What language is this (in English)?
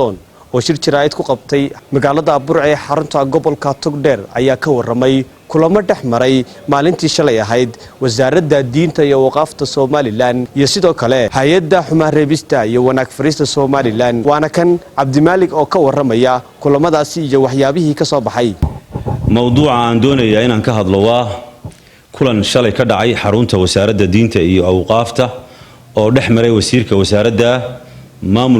Somali